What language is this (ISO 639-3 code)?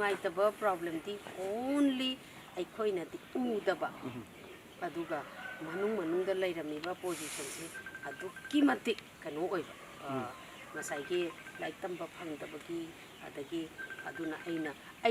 mni